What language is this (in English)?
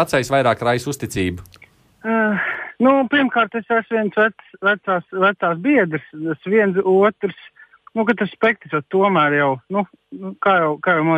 Latvian